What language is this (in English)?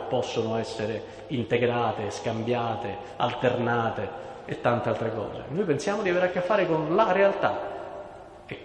Italian